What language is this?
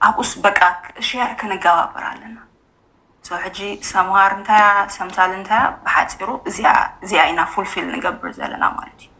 Tigrinya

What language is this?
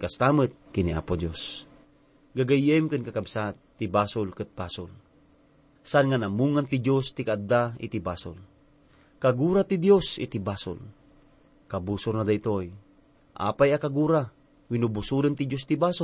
Iloko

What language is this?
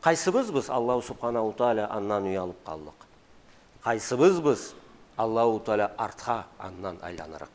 Karachay-Balkar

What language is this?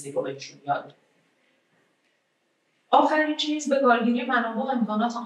Persian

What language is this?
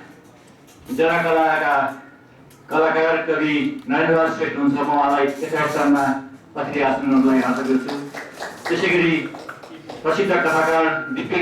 Nepali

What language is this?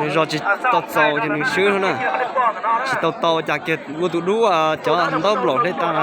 Hmong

